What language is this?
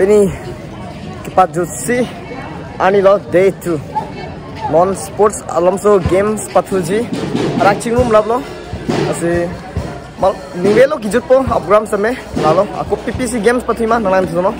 Karbi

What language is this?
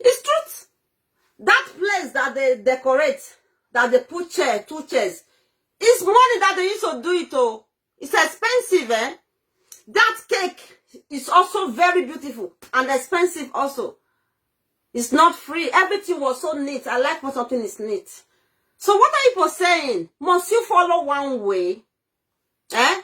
Nigerian Pidgin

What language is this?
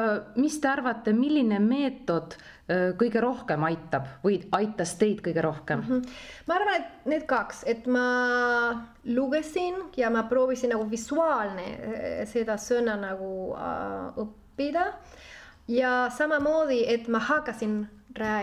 Estonian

